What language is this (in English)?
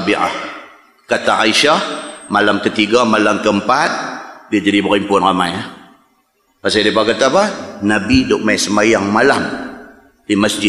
Malay